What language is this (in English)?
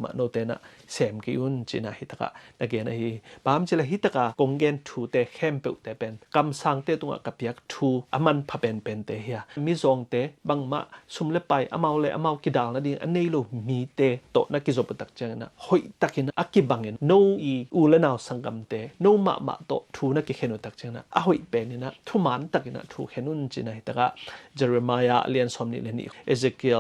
Tedim Chin